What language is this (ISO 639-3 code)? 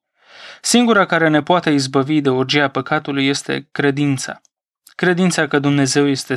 ron